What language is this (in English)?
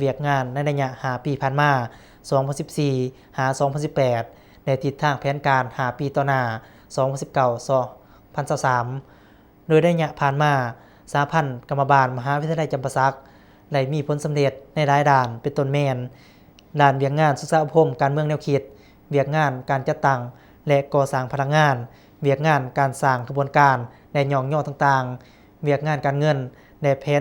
Lao